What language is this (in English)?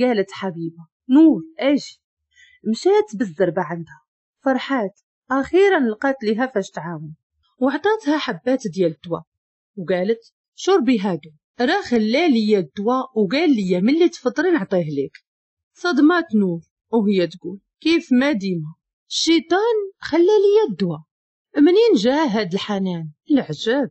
Moroccan Arabic